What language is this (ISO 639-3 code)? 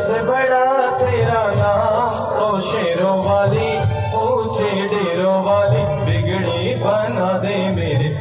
hin